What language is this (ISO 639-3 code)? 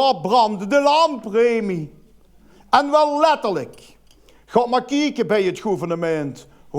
lim